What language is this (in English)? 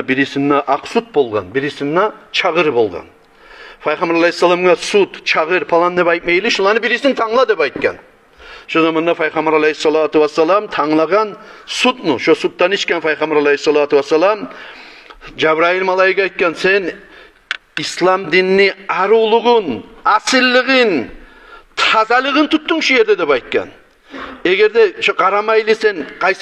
Kumyk